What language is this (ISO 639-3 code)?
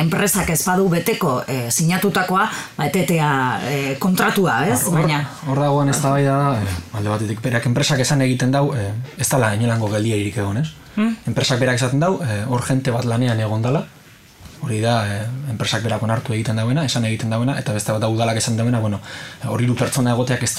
eus